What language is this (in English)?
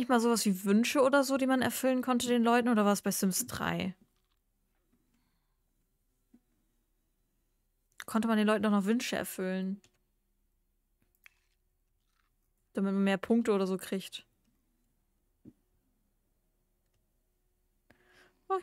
German